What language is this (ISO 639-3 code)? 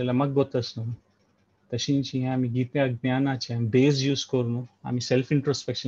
kok